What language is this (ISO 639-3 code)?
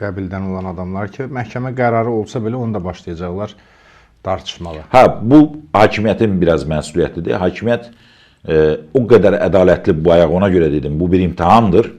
aze